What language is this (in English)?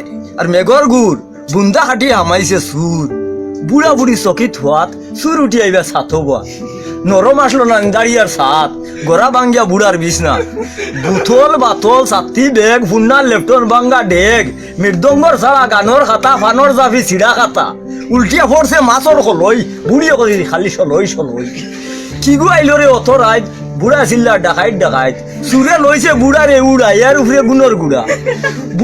Sylheti